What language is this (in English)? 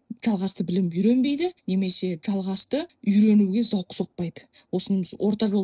Kazakh